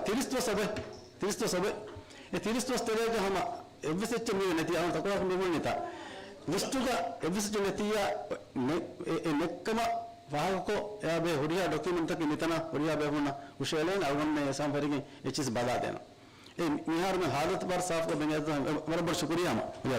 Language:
Divehi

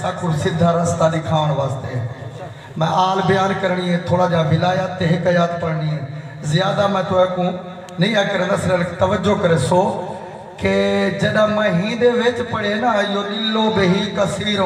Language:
Saraiki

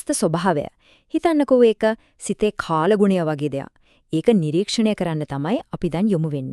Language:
Sinhala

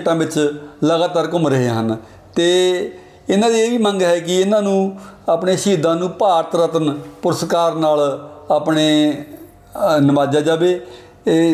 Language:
Punjabi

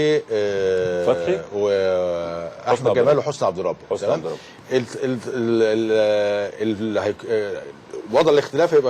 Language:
Egyptian Arabic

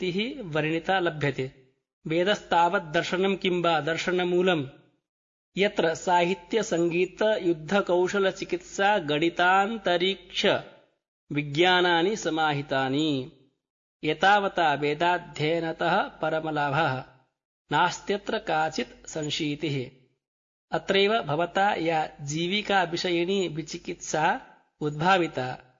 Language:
Sanskrit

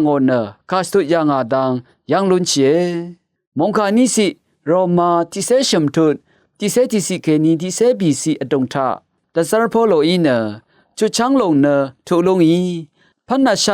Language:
Rawang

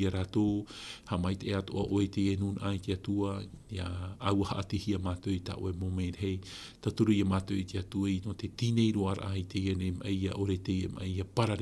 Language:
Tahitian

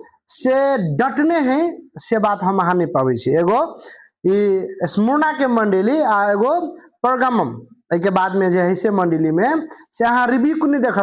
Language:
Maithili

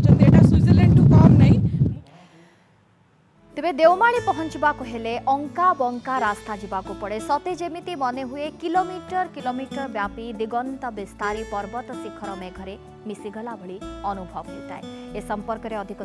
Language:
Odia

